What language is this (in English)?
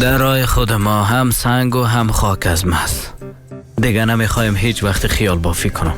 Persian